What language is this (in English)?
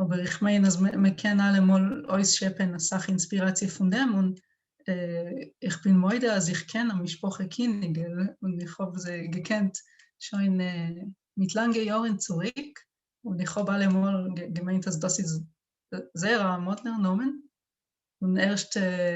Yiddish